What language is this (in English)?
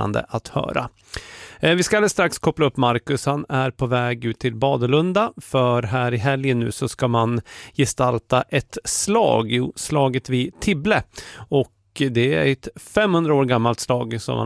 Swedish